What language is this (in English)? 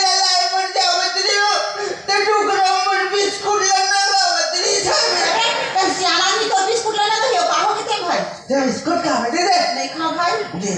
Chhattisgarhi